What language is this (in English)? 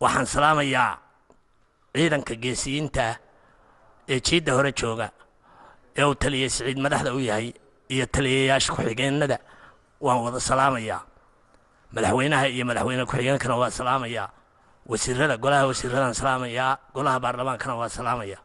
Somali